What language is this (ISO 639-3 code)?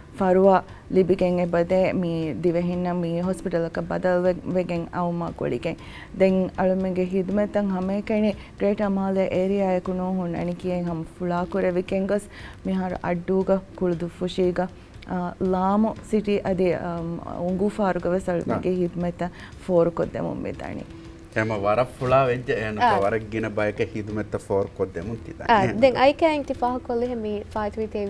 div